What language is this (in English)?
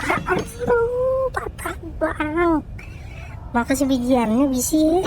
Banjar